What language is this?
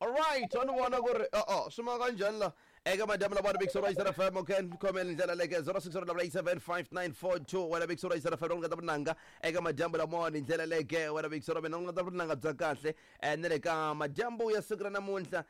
Tsonga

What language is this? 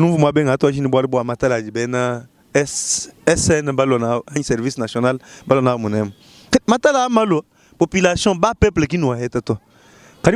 Luba-Lulua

